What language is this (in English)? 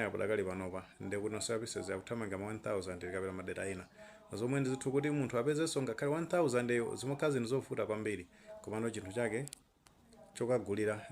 Nyanja